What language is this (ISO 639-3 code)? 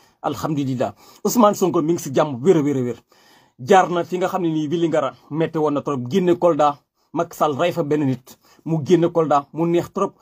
wol